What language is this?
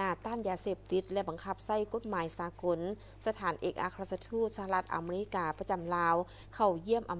Lao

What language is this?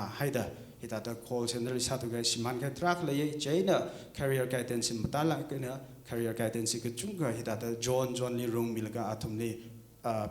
Tangkhul Naga (India)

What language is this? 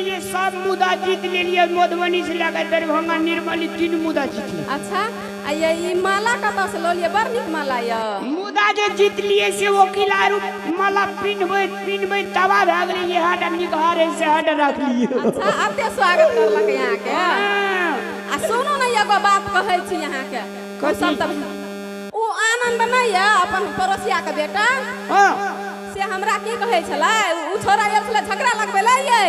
Maithili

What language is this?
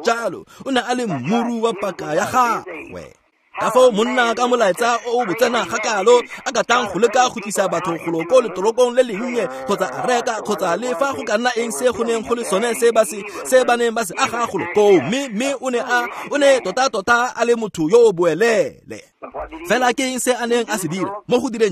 Tswana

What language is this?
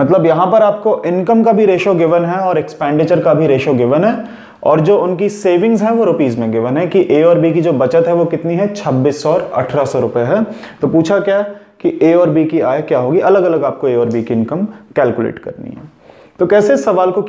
Hindi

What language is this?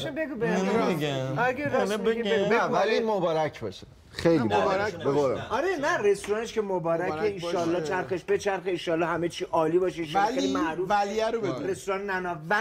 Persian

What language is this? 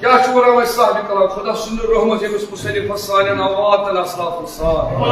Kashmiri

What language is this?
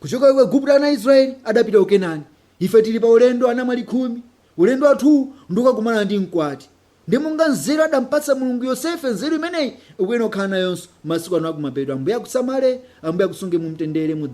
Nyanja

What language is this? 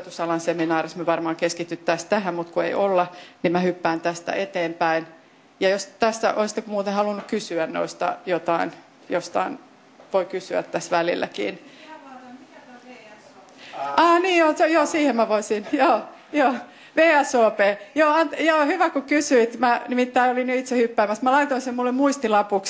Finnish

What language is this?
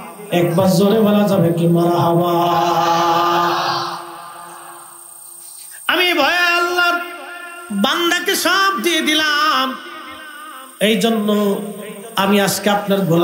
Bangla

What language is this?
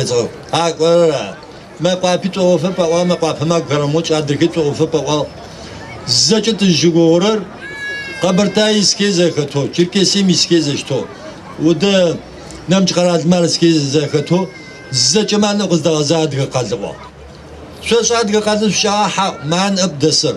Adyghe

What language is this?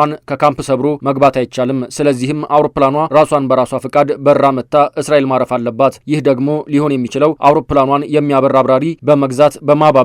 Amharic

